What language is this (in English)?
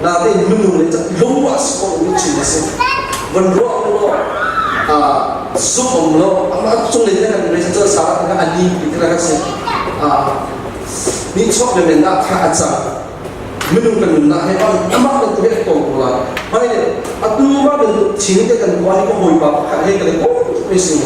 Hakha Chin